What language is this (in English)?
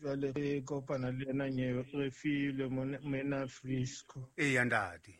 Southern Sotho